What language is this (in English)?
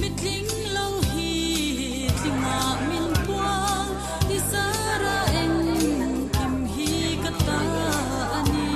Mizo